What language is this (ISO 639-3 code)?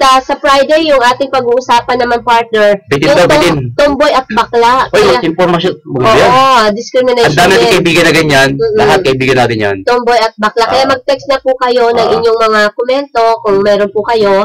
fil